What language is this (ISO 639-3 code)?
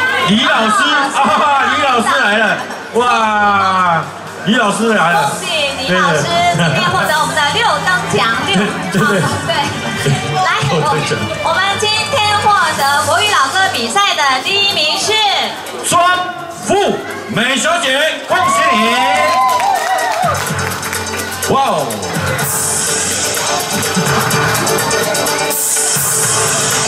zho